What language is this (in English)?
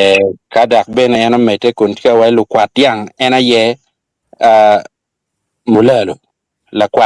Acoli